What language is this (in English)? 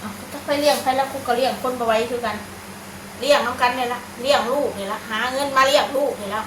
Northeastern Thai